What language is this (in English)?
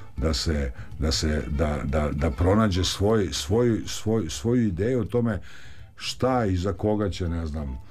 Serbian